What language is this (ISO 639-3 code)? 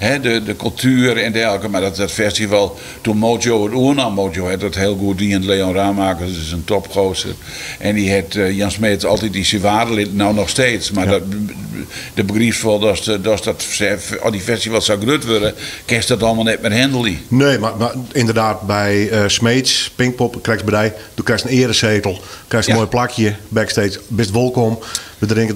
fry